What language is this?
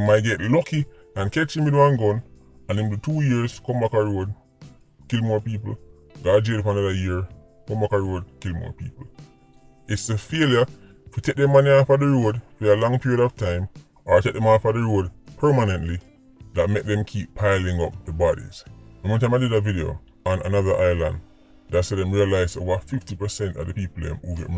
Jamaican Creole English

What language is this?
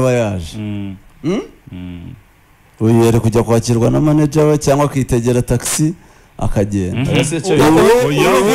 Kinyarwanda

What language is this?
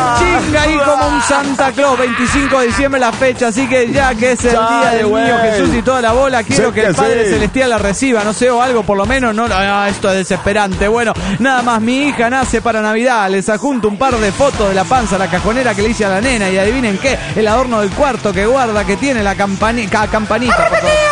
Spanish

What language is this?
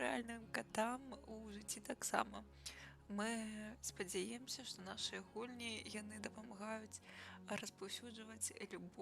Belarusian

